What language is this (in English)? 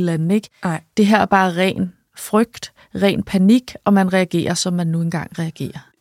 Danish